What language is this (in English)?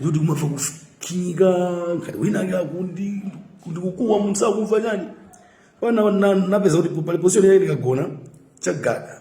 Nyanja